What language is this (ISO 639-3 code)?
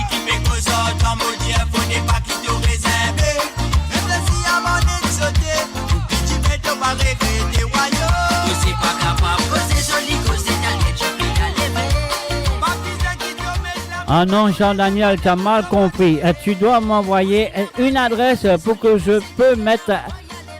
mfe